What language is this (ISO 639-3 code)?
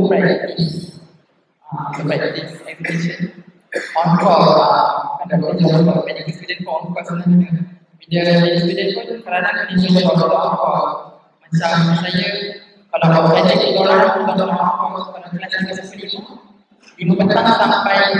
msa